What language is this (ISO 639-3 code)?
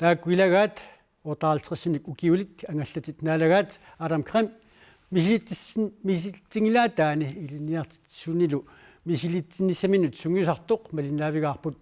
kal